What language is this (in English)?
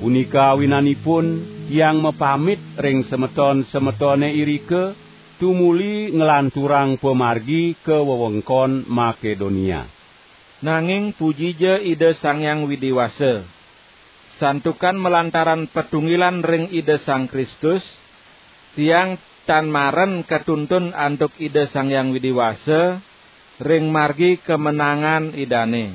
Balinese